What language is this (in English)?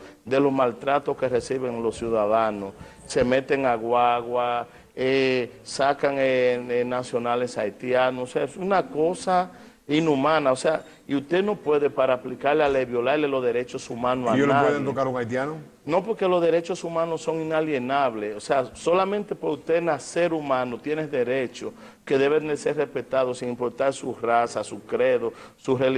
Spanish